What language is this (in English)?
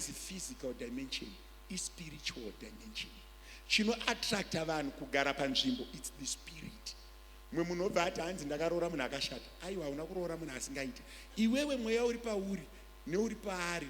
Shona